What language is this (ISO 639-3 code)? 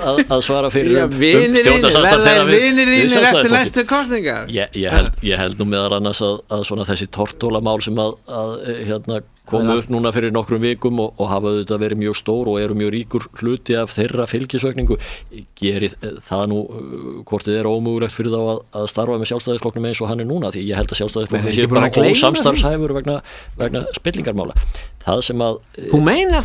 isl